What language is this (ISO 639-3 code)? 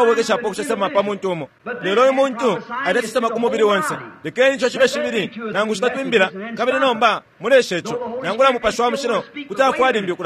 bem